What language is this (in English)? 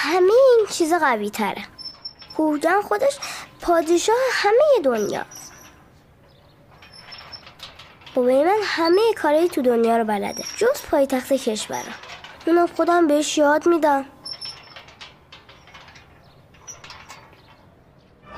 Persian